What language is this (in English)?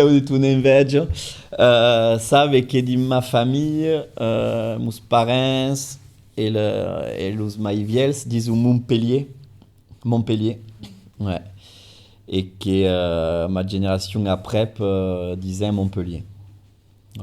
Occitan